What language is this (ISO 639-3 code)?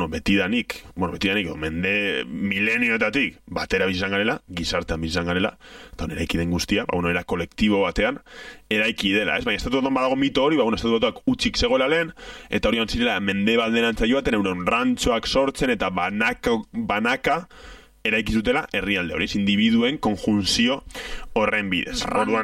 eus